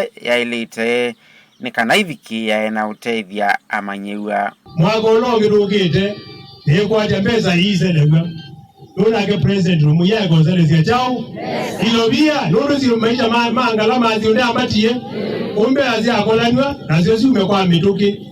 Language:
Kamba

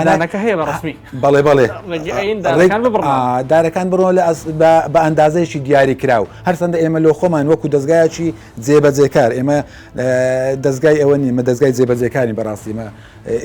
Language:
Central Kurdish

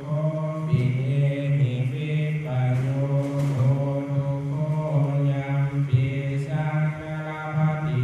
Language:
Pali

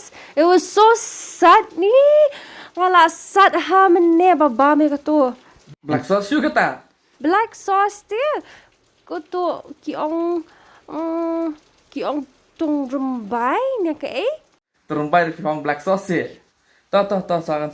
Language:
Khasi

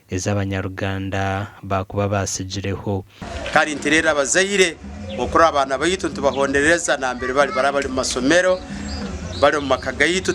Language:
Nyankole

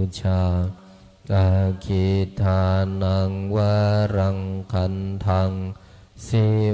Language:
Pali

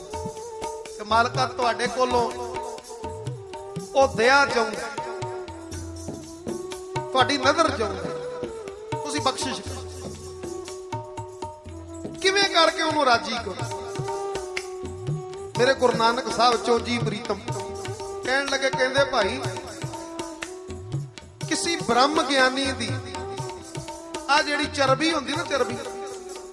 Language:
Punjabi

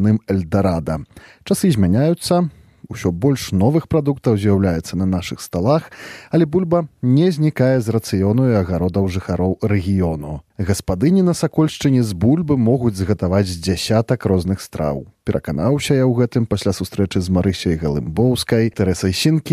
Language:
Belarusian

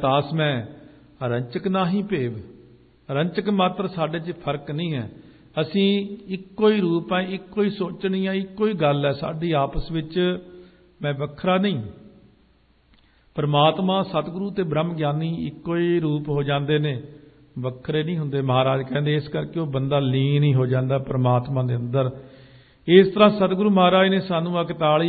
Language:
Punjabi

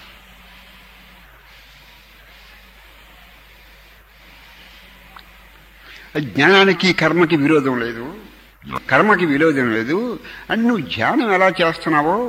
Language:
Telugu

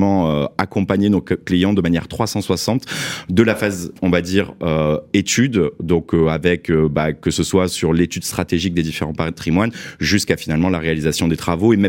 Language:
French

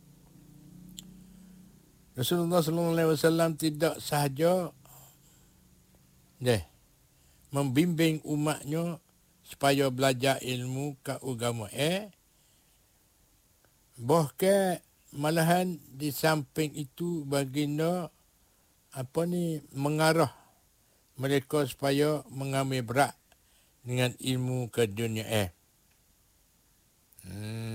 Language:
Malay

